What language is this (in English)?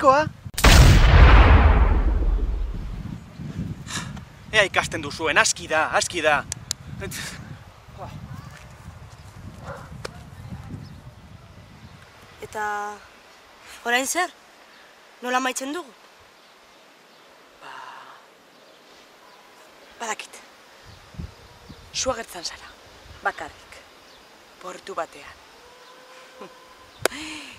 Basque